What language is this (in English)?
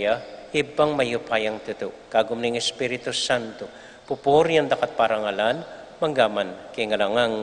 Pampanga